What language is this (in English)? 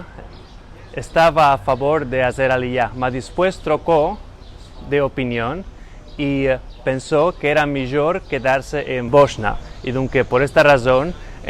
Ladino